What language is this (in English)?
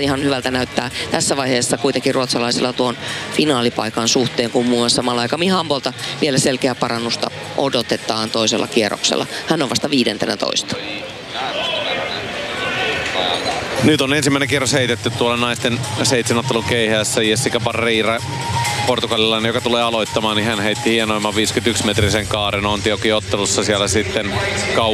Finnish